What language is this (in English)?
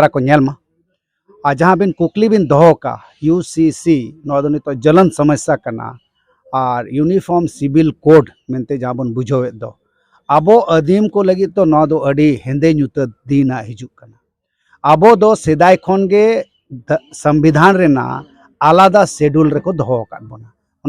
Santali